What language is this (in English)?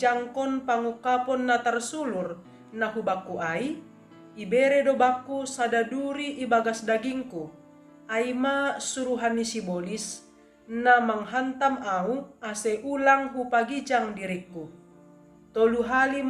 Batak Simalungun